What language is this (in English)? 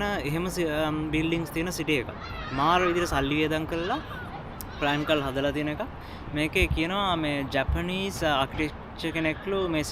Sinhala